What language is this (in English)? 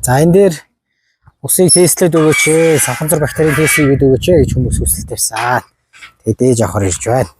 Mongolian